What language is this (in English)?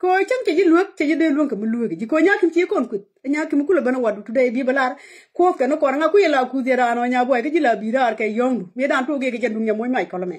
Nuer